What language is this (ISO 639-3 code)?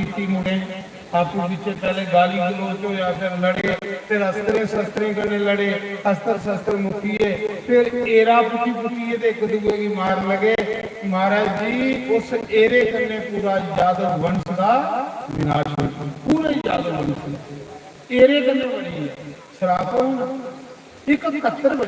doi